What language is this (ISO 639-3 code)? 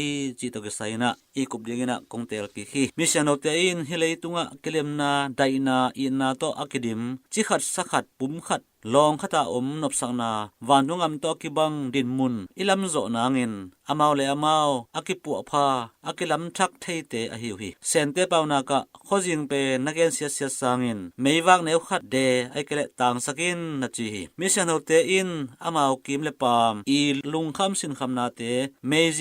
ctd